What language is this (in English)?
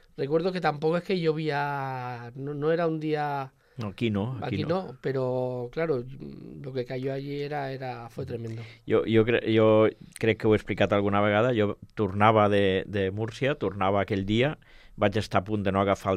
Catalan